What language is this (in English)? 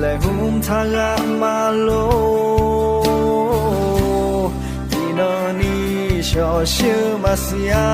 Akha